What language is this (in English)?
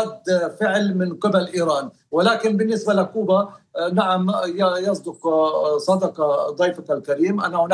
Arabic